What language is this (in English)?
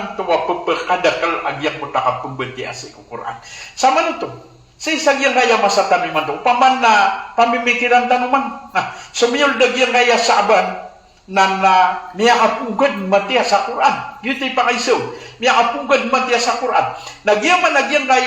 Maranao